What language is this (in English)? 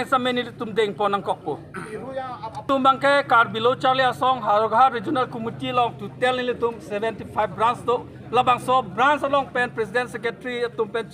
Karbi